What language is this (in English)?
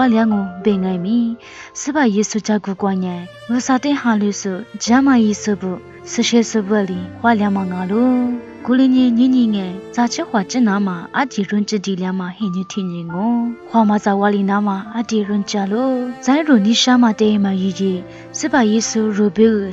Lisu